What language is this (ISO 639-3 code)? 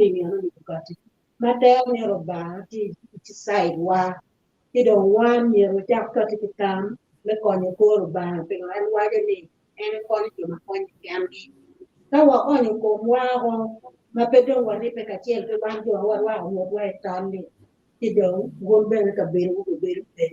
ach